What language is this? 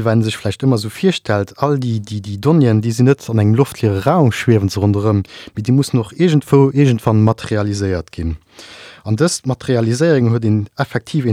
Luxembourgish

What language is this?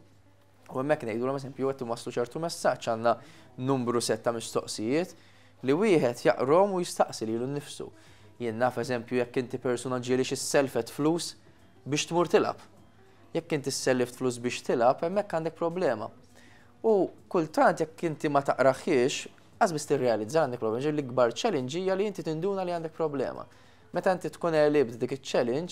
Maltese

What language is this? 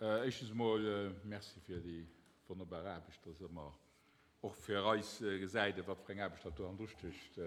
Luxembourgish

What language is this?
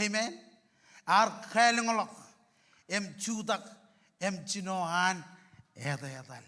Marshallese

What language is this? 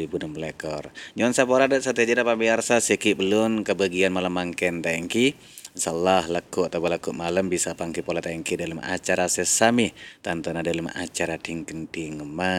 Madurese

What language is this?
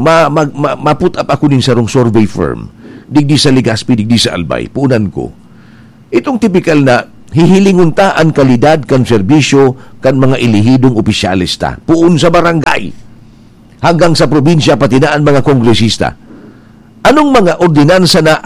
Bikol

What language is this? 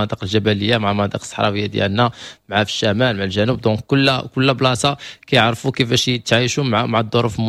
Moroccan Arabic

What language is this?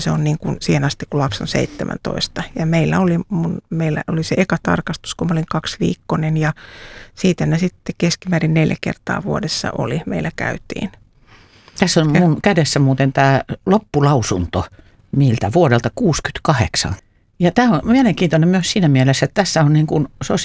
Finnish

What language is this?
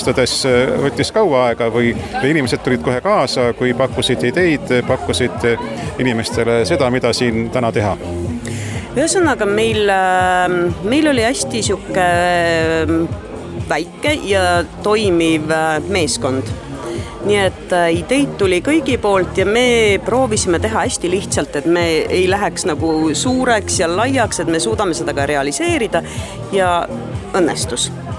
Estonian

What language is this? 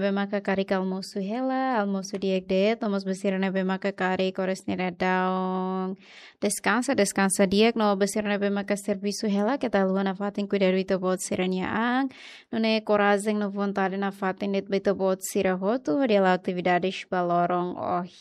Tetum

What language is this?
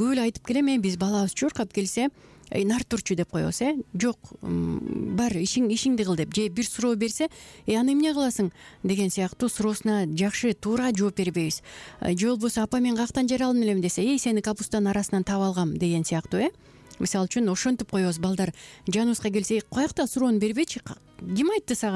Kyrgyz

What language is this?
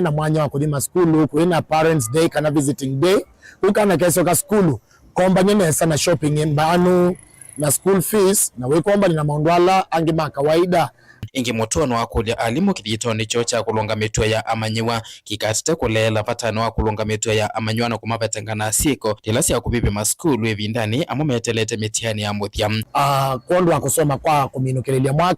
Kamba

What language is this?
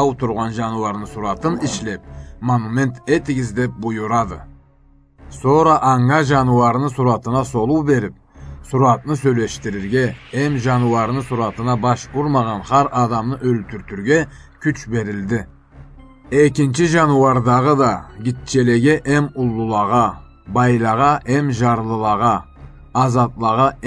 Karachay-Balkar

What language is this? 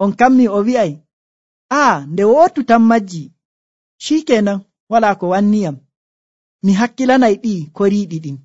Nigerian Fulfulde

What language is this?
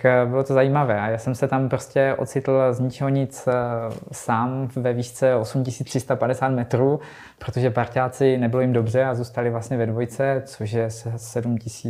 Czech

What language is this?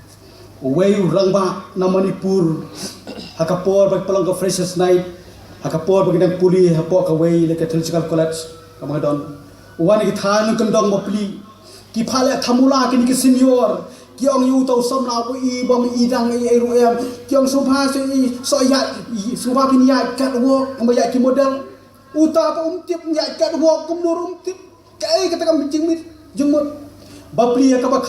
Khasi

